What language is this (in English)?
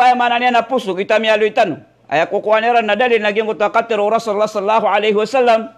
Maranao